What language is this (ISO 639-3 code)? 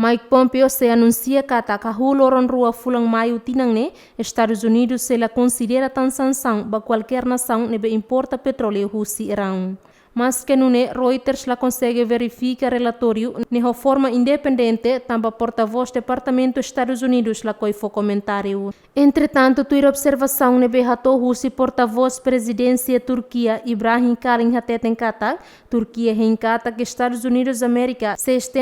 tet